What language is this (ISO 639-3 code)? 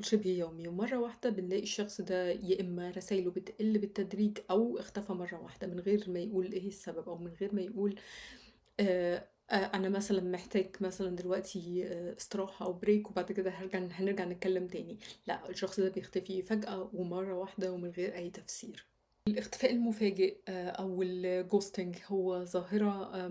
arz